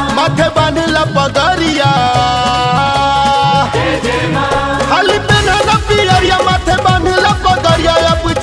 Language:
Bhojpuri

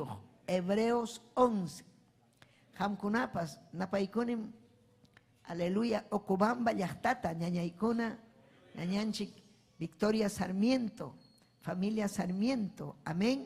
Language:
Ayacucho Quechua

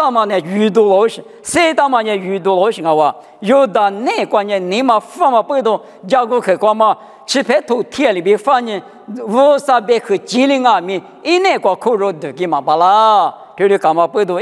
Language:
Lisu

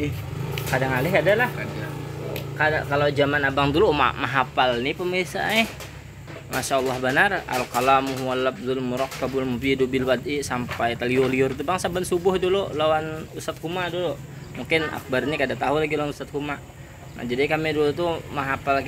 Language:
Banjar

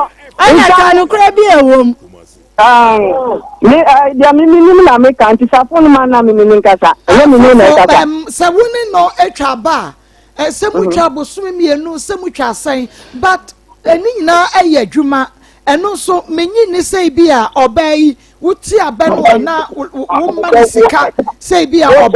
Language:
Akan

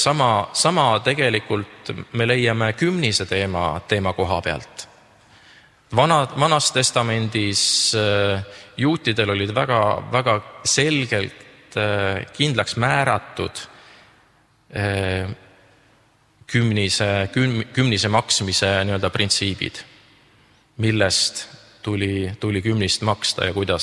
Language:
Estonian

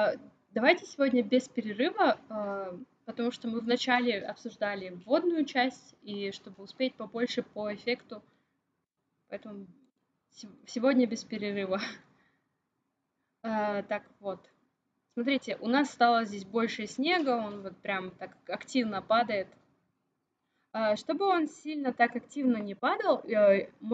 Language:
Russian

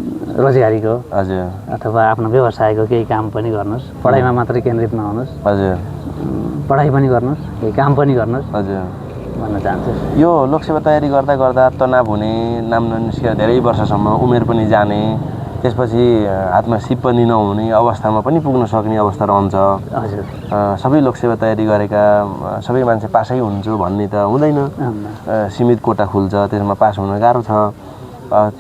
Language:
Nepali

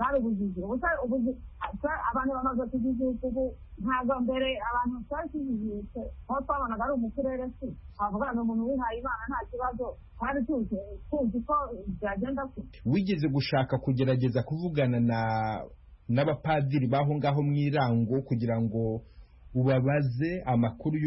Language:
Kinyarwanda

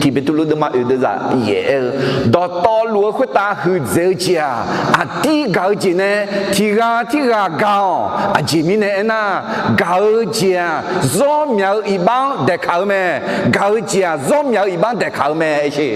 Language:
Akha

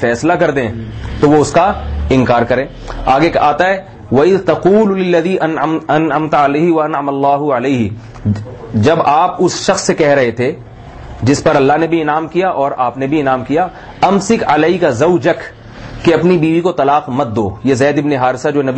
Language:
Urdu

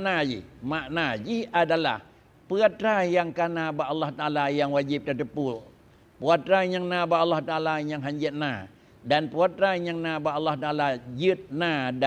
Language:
Achinese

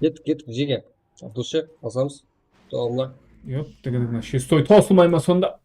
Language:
Kara-Kalpak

